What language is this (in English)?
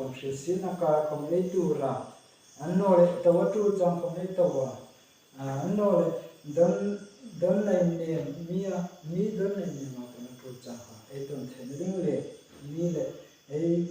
Hmar